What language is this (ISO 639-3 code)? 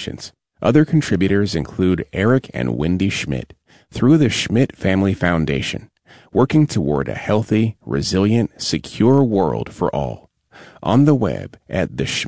eng